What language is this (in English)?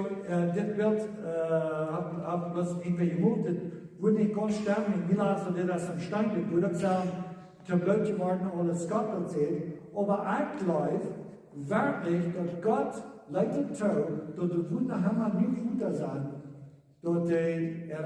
Plautdietsch